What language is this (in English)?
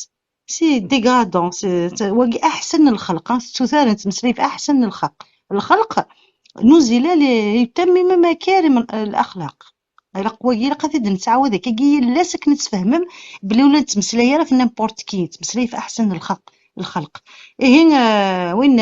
Kabyle